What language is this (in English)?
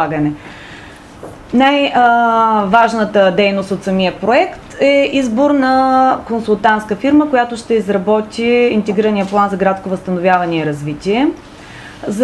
Bulgarian